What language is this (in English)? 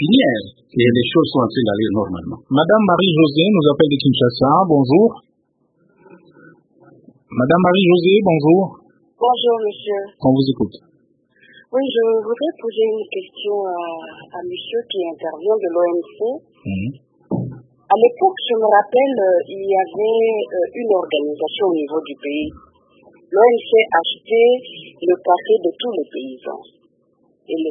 French